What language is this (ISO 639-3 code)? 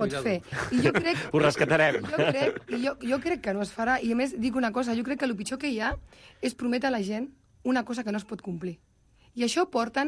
cat